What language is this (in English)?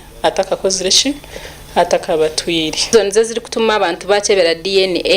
Nyankole